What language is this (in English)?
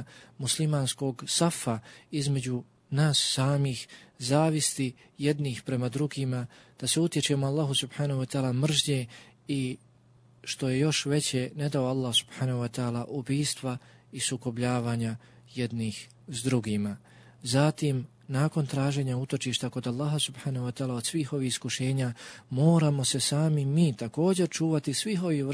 Bosnian